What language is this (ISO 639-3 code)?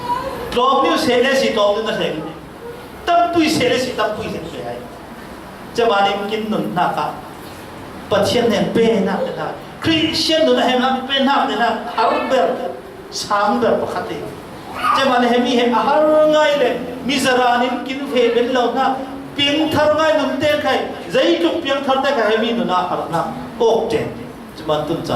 cfm